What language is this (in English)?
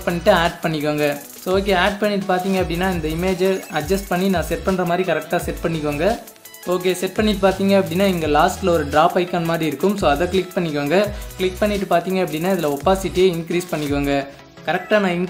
Tamil